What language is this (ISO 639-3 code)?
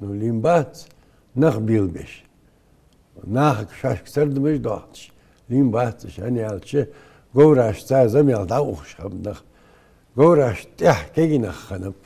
inh